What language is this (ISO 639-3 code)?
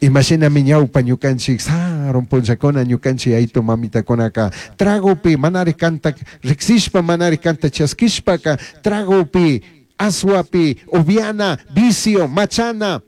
qug